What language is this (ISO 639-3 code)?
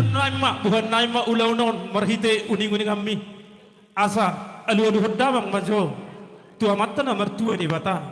bbc